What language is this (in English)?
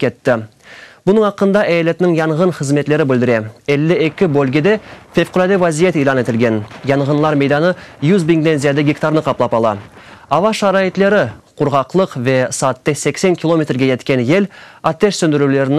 Crimean Tatar